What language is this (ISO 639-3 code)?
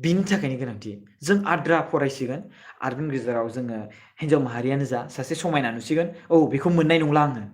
brx